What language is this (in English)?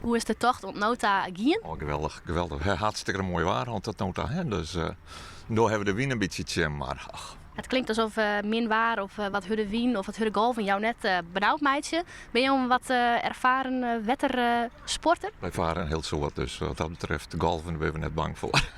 Western Frisian